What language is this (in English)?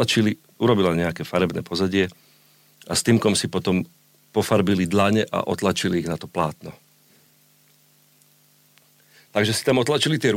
Slovak